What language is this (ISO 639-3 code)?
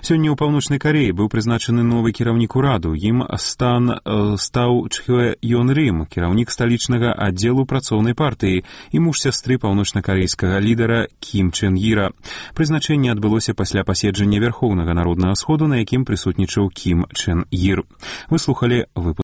bel